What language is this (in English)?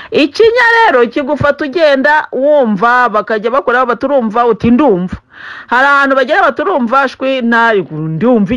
Kinyarwanda